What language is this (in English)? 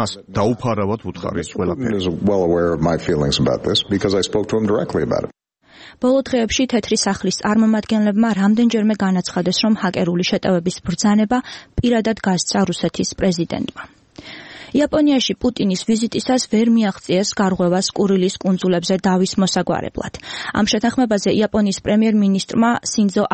Georgian